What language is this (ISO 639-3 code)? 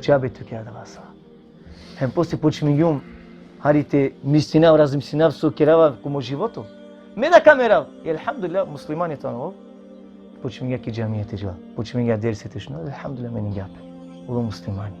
rmn